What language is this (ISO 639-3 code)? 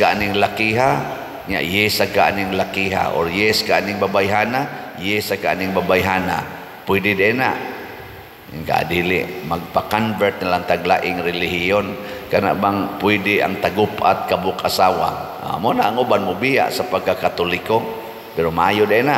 ceb